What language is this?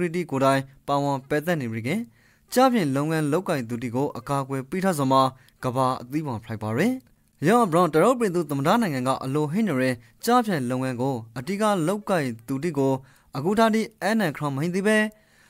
Rakhine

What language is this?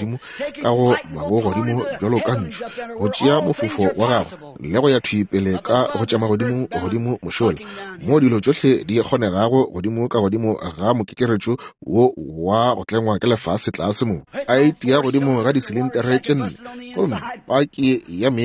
Northern Sotho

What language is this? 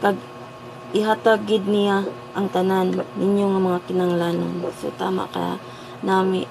Hiligaynon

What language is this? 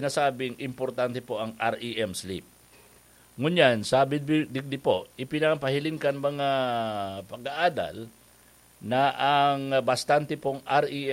Bikol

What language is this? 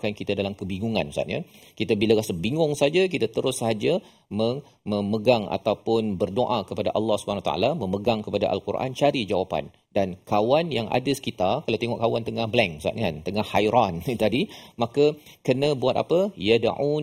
Malay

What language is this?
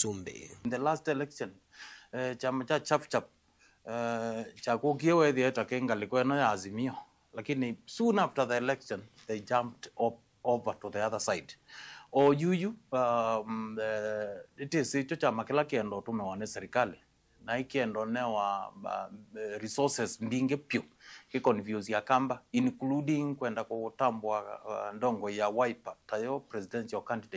Kamba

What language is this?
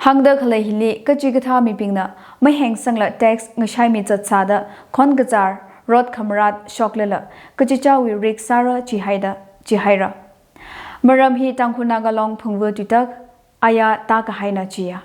Tangkhul Naga (India)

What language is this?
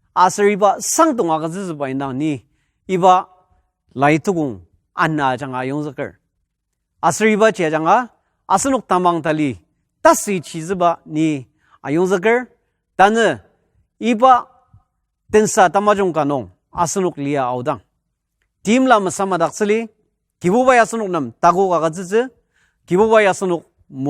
Ao Naga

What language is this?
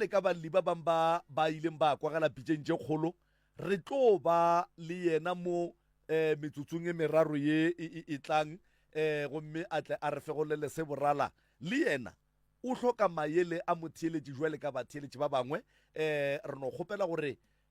Northern Sotho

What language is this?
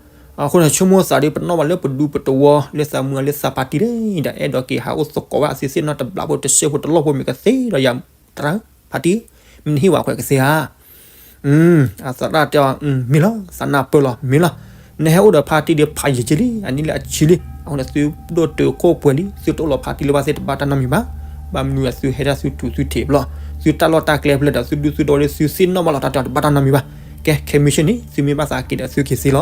S'gaw Karen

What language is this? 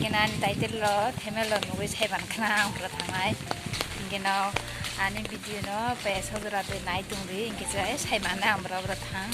Kok Borok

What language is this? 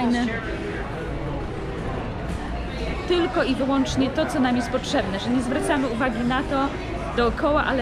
Polish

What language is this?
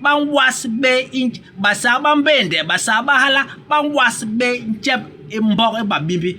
Basaa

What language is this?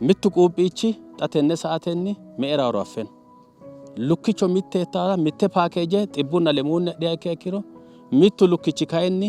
Sidamo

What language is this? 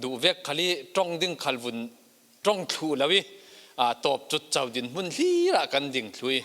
Falam Chin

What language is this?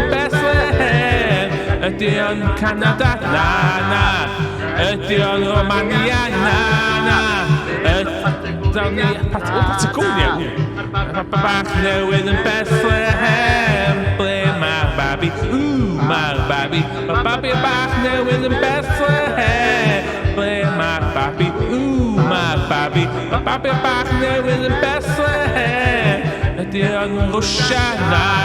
Welsh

